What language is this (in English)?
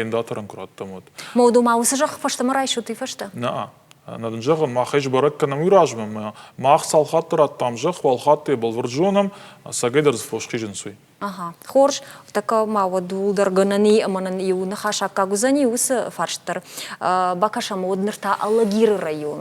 Ossetic